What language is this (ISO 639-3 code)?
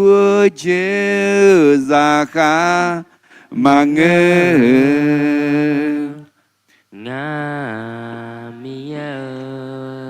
ahk